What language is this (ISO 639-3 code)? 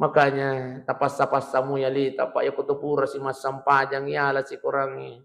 bug